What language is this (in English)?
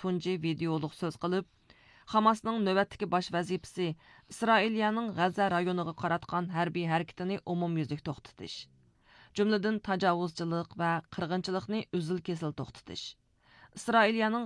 Uyghur